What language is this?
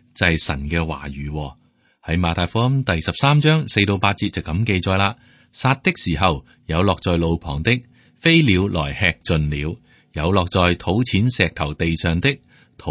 Cantonese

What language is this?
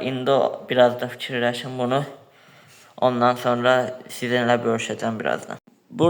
Azerbaijani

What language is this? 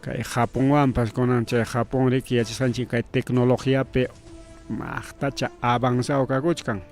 Ayacucho Quechua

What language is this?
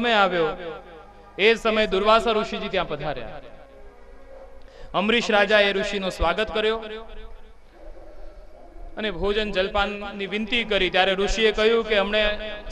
Gujarati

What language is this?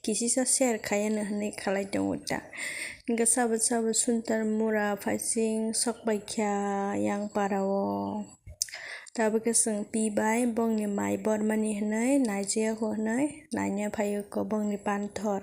Kok Borok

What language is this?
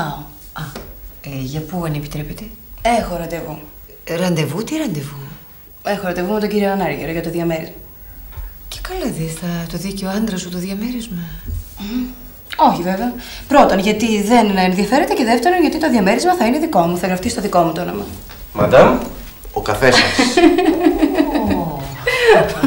Greek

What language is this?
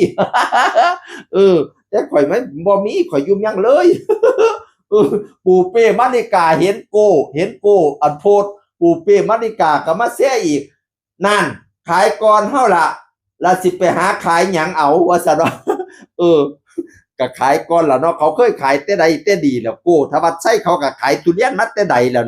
Northeastern Thai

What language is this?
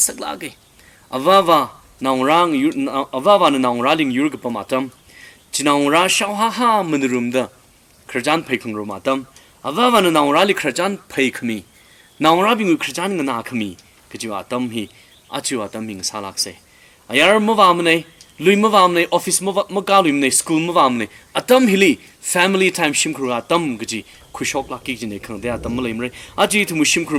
Tangkhul Naga (India)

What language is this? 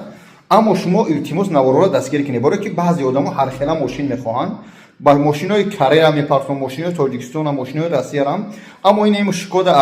Tajik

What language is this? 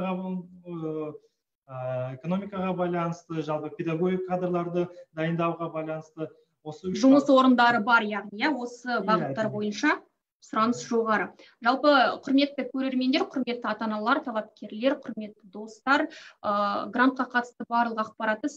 Kazakh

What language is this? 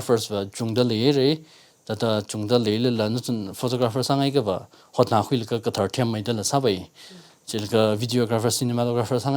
Tangkhul Naga (India)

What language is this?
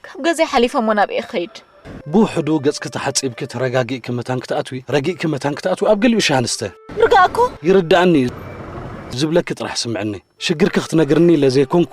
Tigrinya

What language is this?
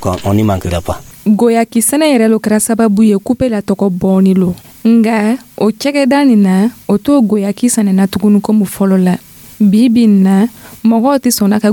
Dyula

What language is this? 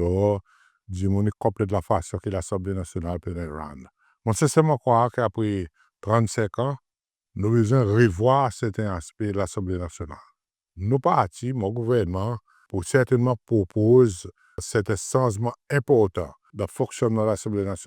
Seselwa Creole French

